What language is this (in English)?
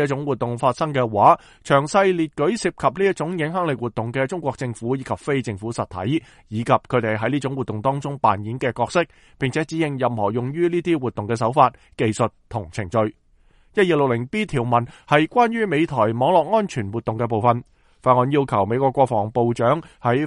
Cantonese